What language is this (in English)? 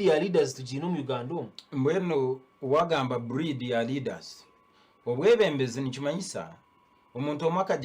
Nyankole